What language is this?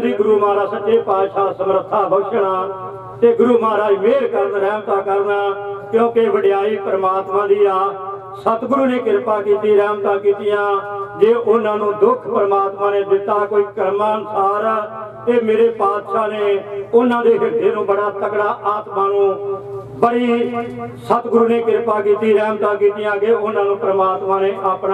Punjabi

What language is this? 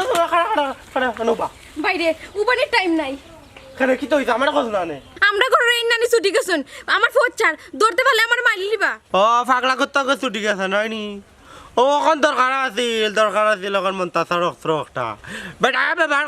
Sylheti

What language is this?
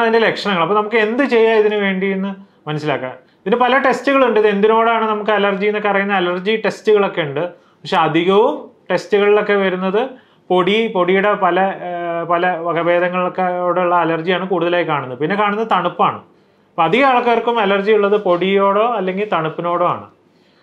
Malayalam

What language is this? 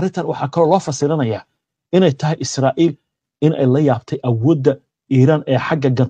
Somali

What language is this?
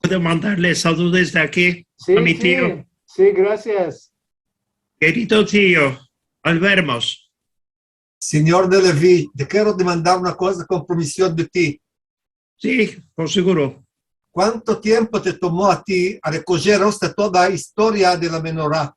Ladino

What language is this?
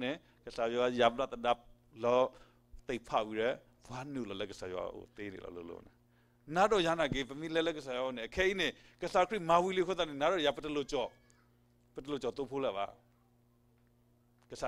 S'gaw Karen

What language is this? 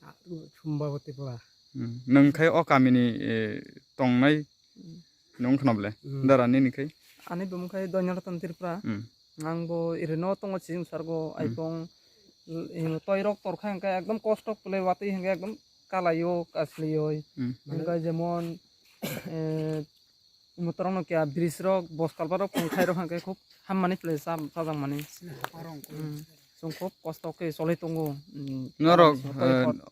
Riang (India)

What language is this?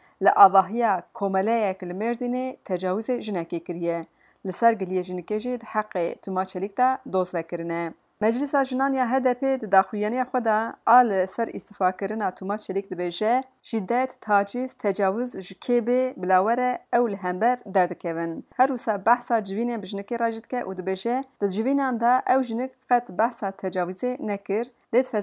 Kurdish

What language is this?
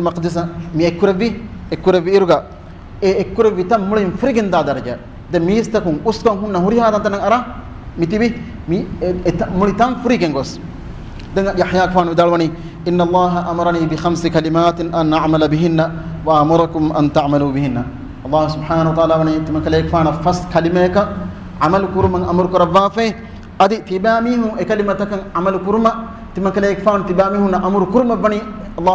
Divehi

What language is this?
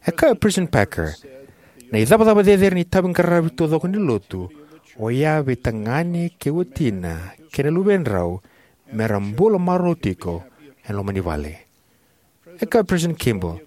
Fijian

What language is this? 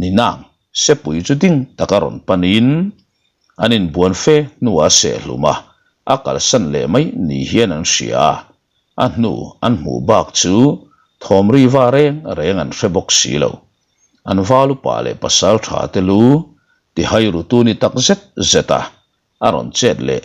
Mizo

